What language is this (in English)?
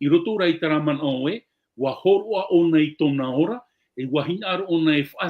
Tahitian